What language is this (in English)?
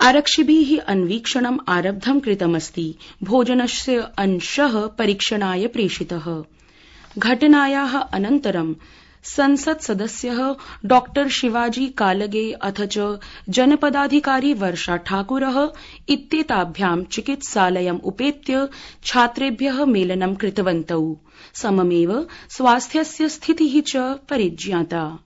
Sanskrit